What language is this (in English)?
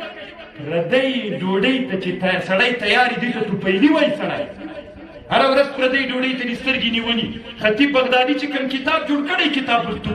Pashto